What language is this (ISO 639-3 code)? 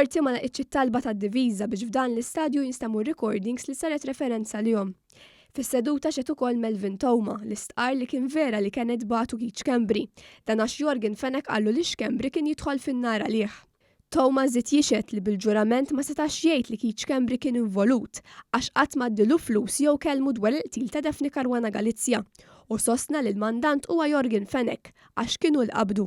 mlt